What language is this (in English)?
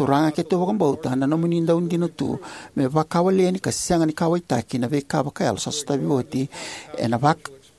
Fijian